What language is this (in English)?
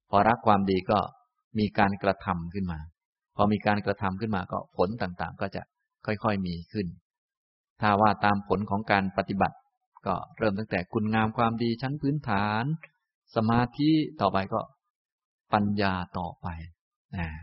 Thai